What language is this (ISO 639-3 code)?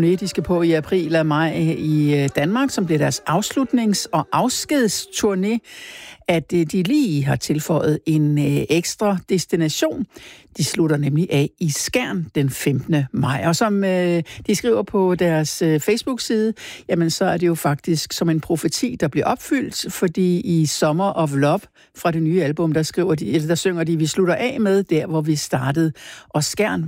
dan